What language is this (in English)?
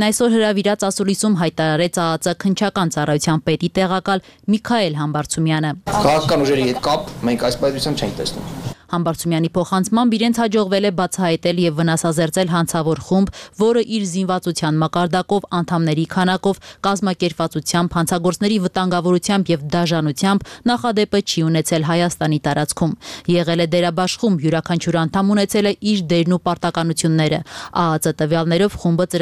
Armenian